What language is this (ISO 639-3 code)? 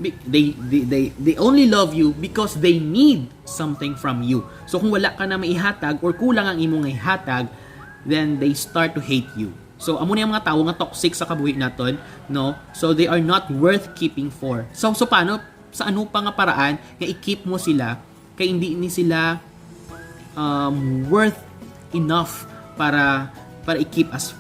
hil